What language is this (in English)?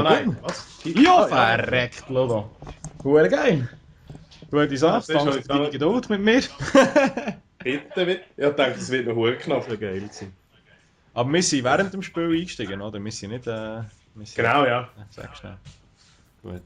Swiss German